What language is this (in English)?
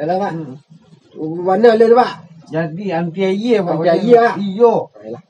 Minangkabau